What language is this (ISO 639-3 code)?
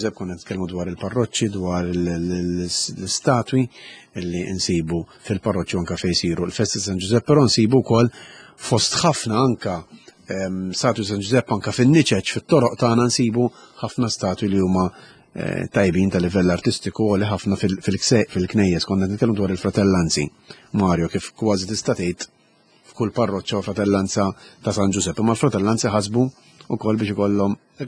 mlt